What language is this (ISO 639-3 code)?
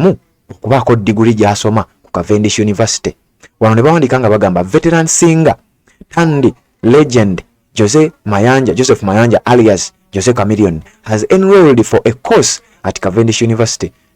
lug